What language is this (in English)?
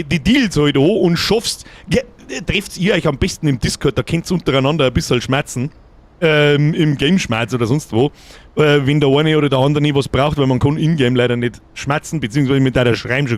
Bavarian